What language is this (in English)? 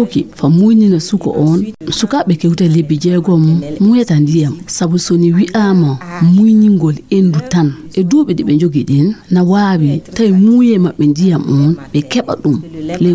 Fula